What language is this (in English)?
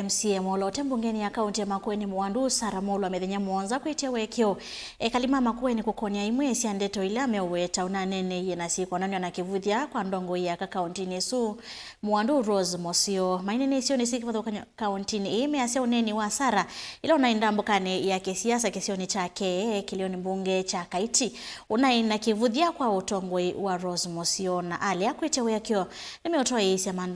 Kamba